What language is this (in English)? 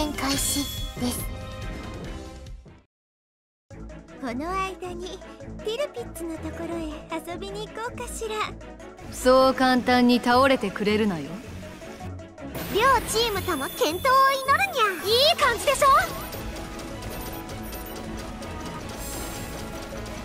Japanese